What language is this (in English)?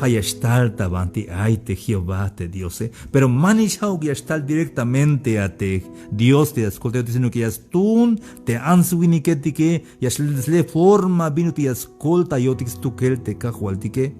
Tzeltal